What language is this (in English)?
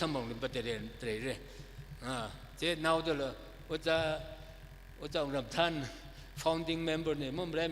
Tangkhul Naga (India)